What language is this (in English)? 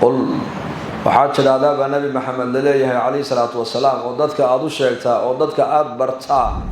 Somali